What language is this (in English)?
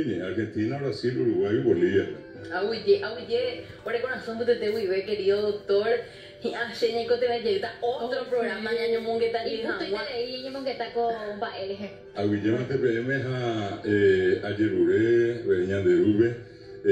Guarani